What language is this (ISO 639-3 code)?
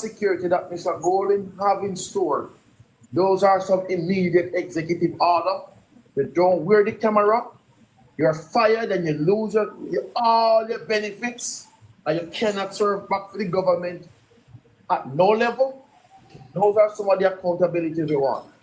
jam